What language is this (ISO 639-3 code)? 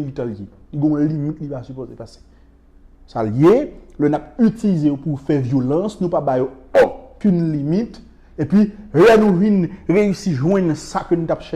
hat